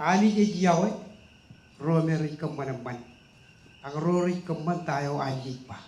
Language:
Marshallese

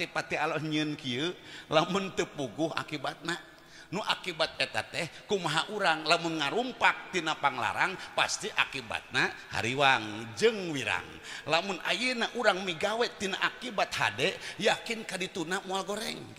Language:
Sundanese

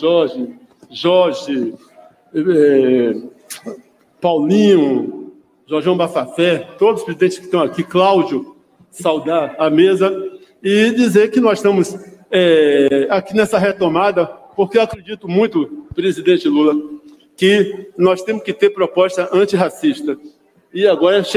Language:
Portuguese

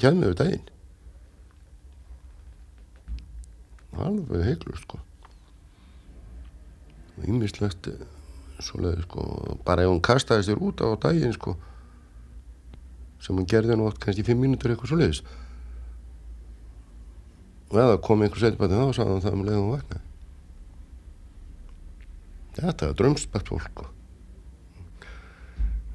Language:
Icelandic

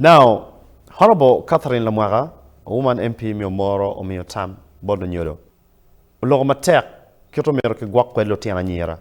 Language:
Acoli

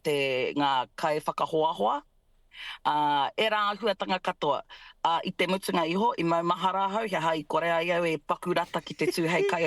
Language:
Māori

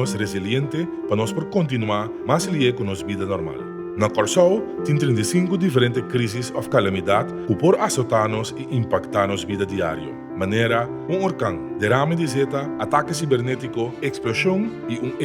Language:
Papiamento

